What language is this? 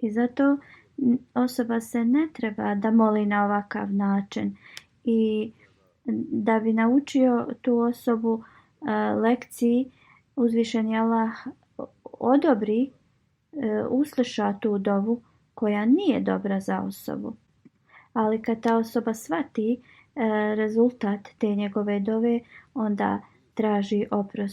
Bosnian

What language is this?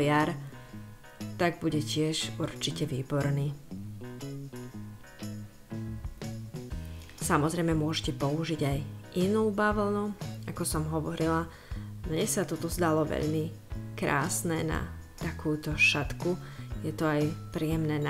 Slovak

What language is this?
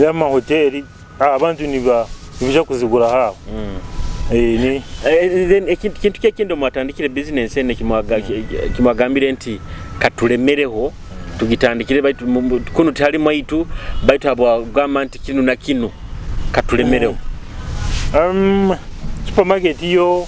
Nyoro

